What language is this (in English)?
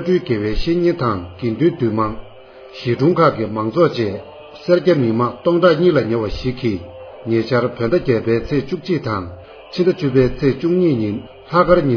Tibetan